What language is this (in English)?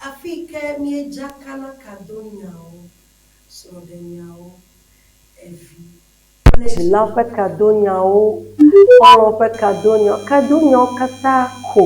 Ewe